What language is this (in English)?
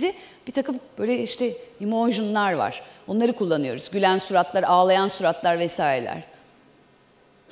Turkish